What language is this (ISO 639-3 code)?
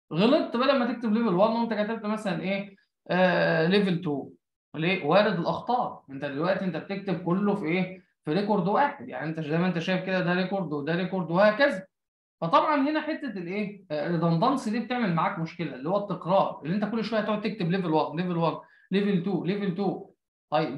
arz